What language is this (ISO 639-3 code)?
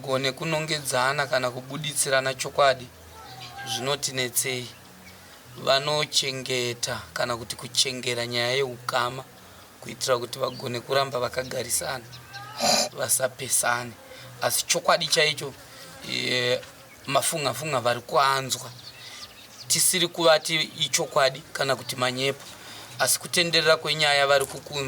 sna